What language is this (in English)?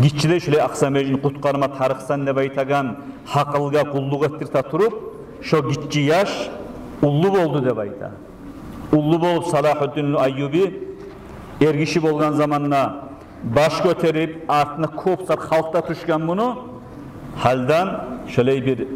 Kumyk